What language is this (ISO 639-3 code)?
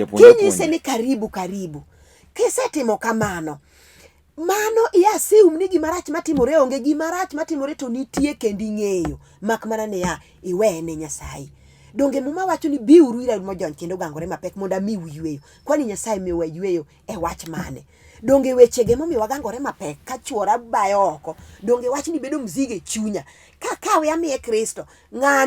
luo